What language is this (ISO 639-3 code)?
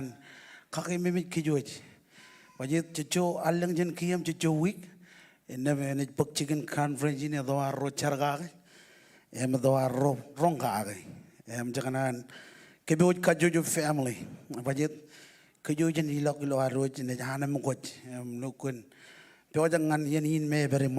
mah